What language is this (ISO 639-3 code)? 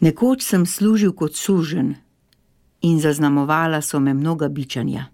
slv